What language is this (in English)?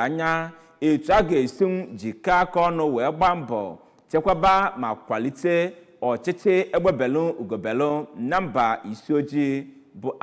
Igbo